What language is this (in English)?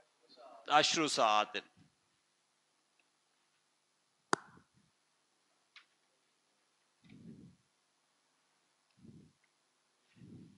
Urdu